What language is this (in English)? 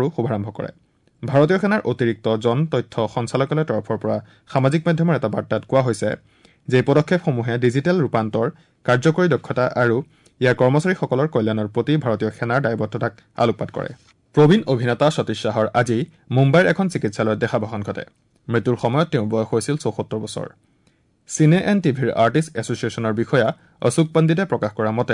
Assamese